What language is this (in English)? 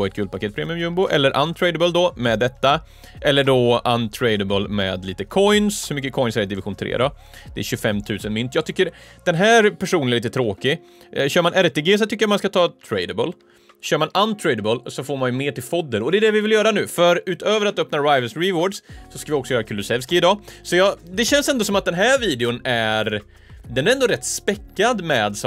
Swedish